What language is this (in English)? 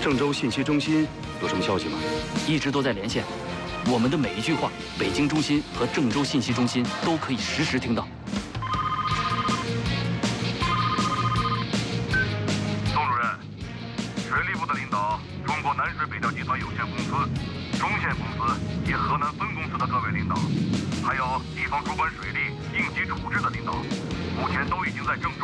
Chinese